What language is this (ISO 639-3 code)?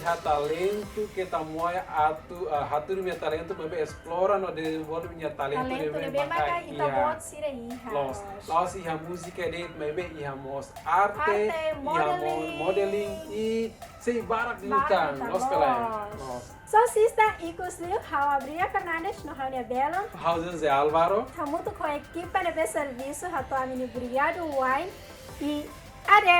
tet